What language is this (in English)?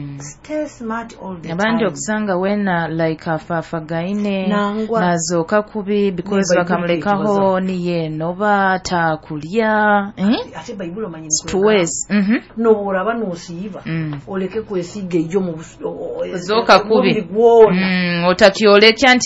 Nyoro